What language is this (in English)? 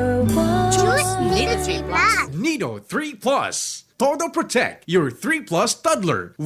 Bikol